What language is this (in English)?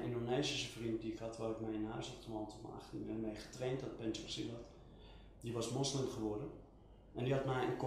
Dutch